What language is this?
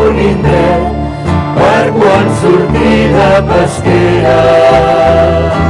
Catalan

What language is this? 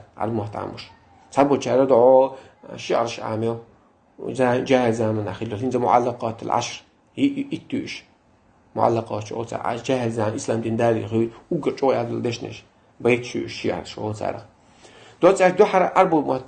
Chechen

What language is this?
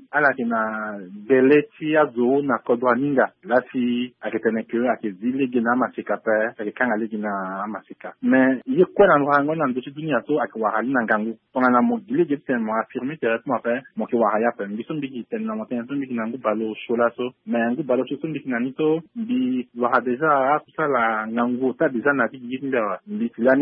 Sango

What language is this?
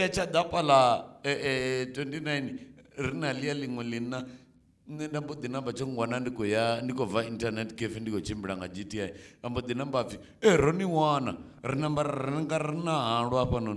Venda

